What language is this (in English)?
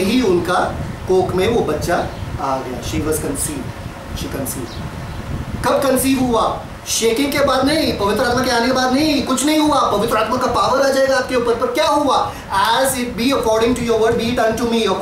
Hindi